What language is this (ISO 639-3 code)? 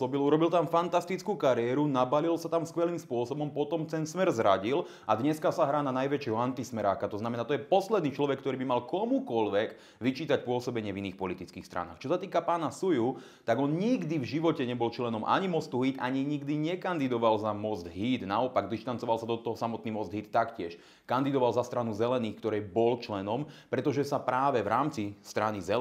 slk